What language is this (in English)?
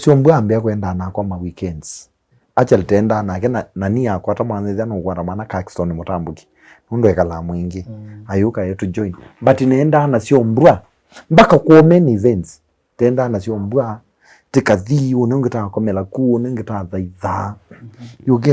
Kamba